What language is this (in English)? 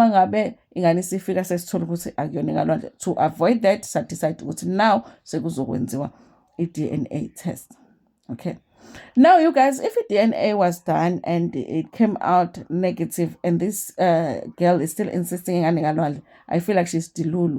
Zulu